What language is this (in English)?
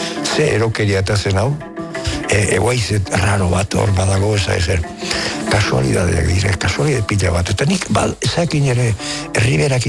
Basque